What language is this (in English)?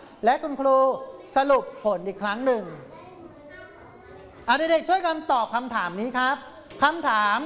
Thai